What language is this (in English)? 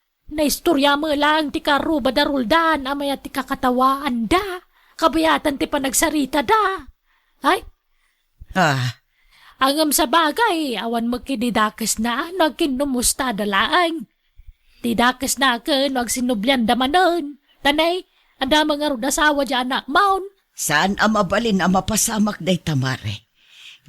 Iloko